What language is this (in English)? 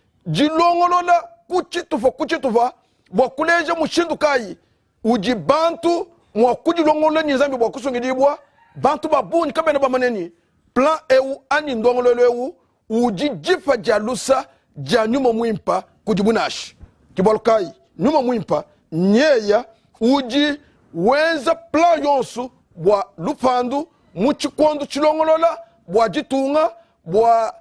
Luba-Lulua